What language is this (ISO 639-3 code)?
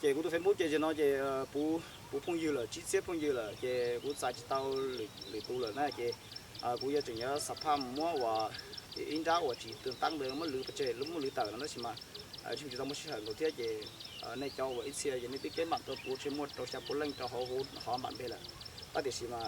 hmn